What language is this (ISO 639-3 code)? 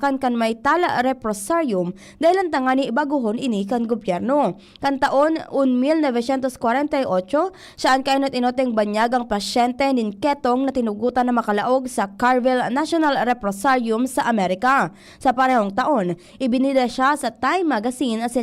bik